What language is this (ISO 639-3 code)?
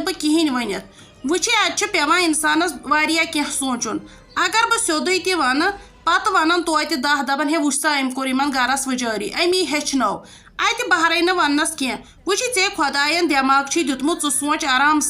kas